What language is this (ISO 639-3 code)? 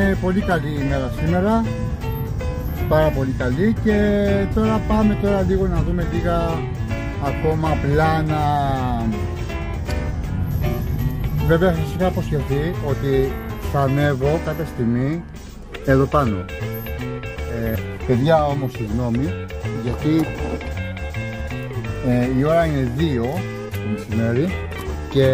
ell